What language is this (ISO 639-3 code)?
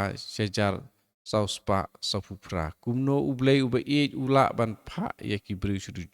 kha